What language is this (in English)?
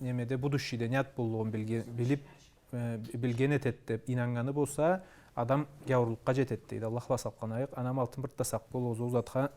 Karachay-Balkar